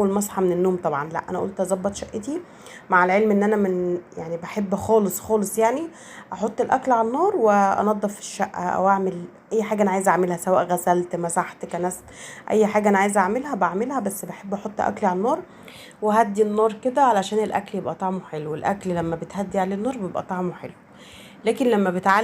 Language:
Egyptian Arabic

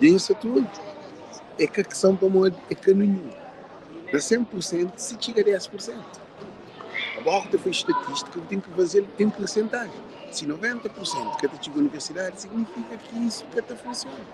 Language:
Kabuverdianu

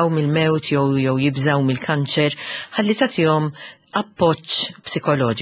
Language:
Maltese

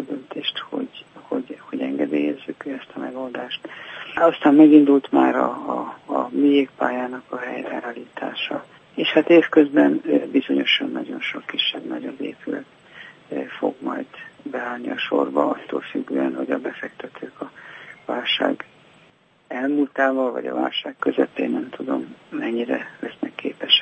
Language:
Hungarian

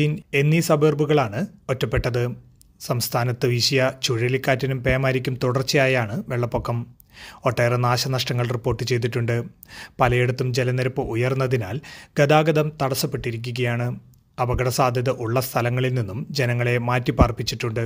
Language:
Malayalam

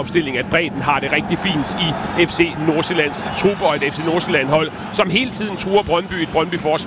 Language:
Danish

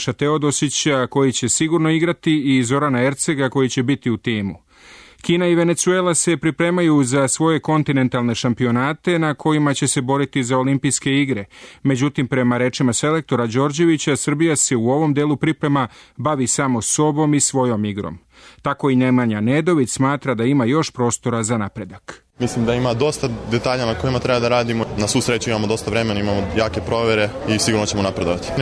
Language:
Serbian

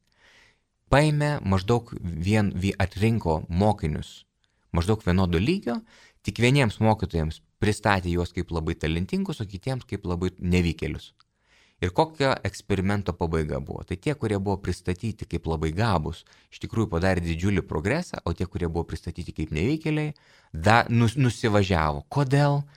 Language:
Lithuanian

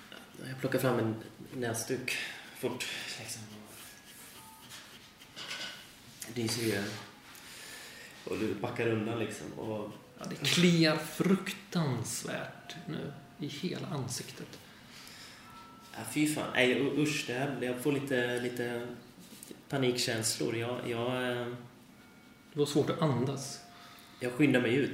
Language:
Swedish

